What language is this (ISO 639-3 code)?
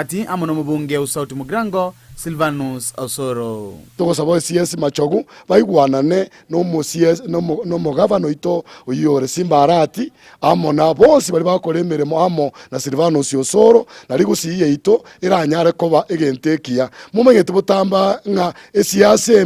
guz